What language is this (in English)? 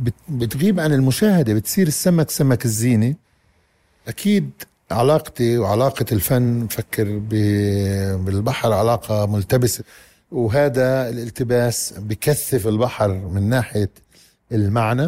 North Levantine Arabic